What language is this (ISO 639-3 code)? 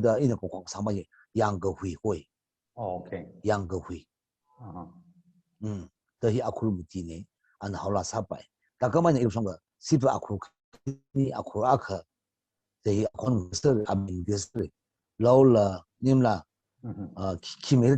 nmf